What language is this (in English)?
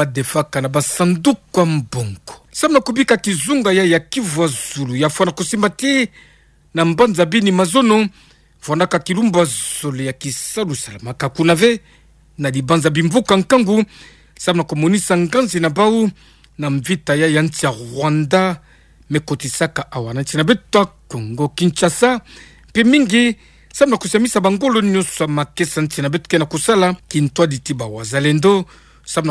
Kituba (Democratic Republic of Congo)